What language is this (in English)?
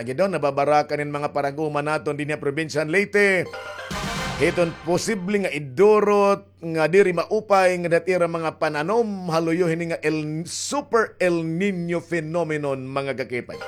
Waray